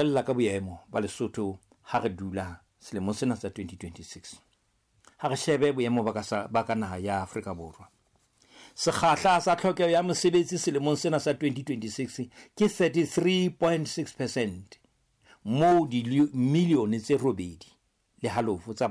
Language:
Southern Sotho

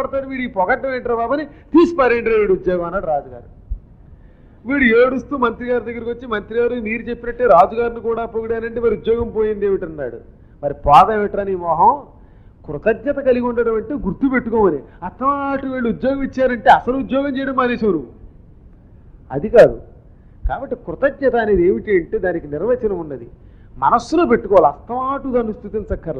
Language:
Telugu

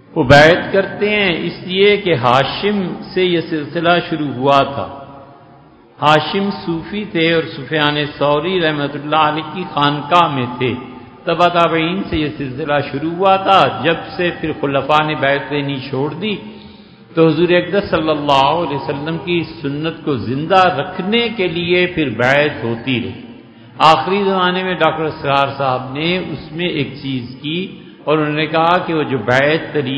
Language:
Urdu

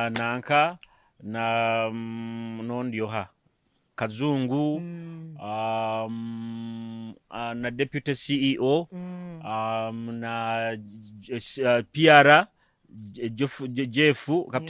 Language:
Nyoro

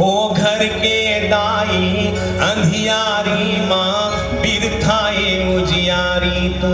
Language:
Chhattisgarhi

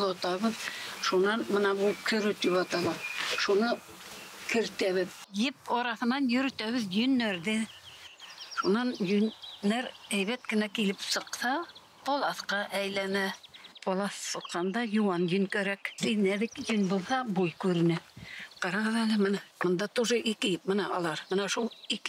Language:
Bashkir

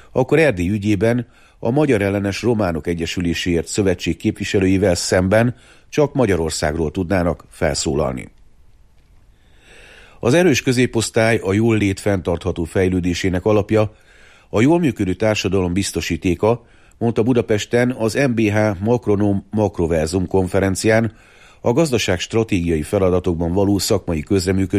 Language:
Hungarian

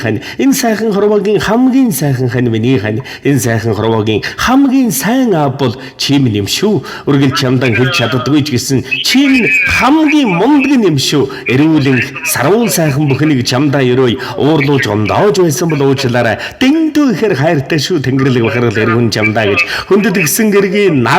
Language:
Mongolian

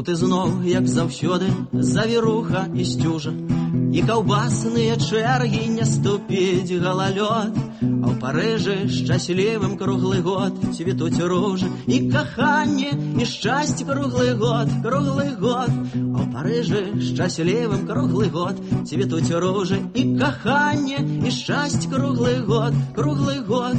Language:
Belarusian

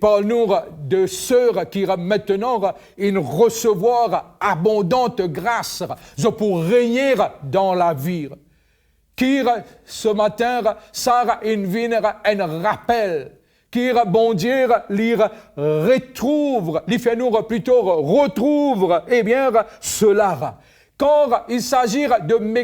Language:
Morisyen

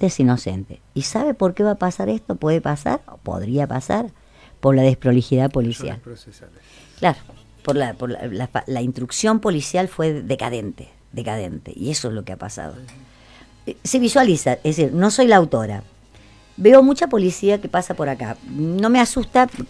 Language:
Spanish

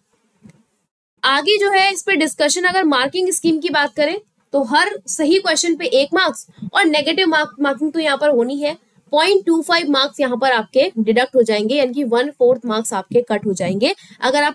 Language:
Hindi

